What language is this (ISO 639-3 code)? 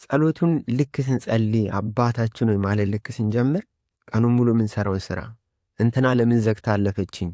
amh